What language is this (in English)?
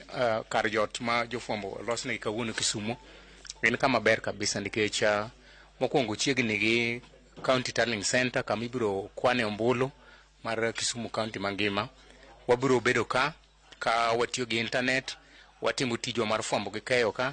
Luo (Kenya and Tanzania)